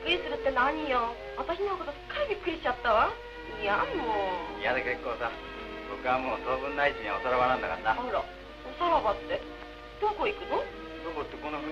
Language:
Japanese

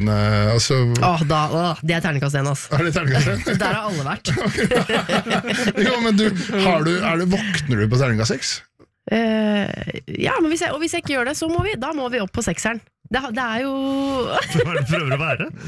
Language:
Norwegian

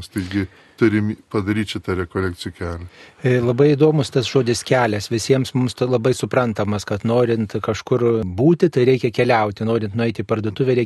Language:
Lithuanian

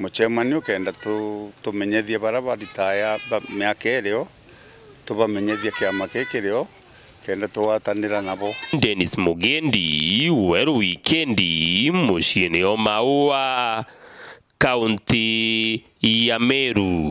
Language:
Meru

